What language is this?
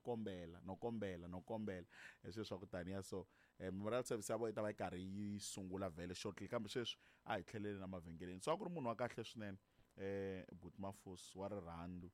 Tsonga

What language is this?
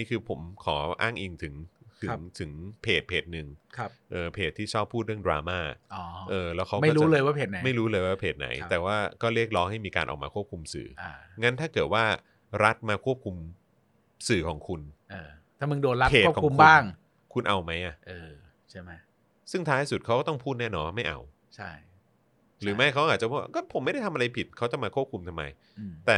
Thai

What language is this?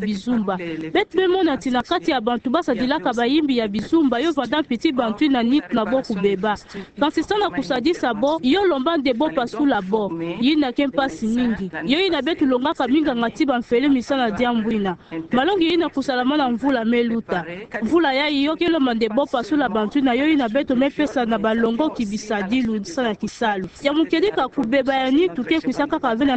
Kituba (Democratic Republic of Congo)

